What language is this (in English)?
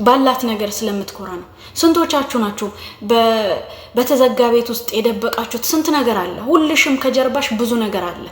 Amharic